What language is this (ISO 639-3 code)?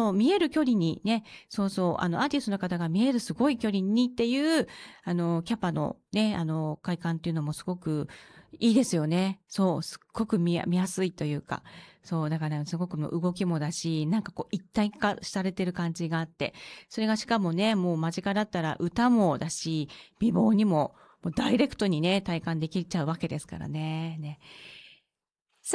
jpn